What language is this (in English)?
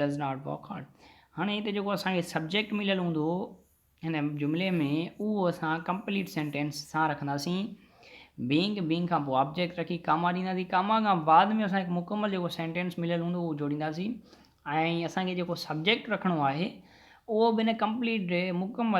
Sindhi